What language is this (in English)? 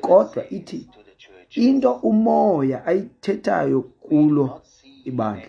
Xhosa